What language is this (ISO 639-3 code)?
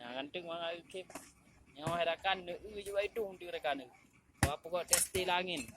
ace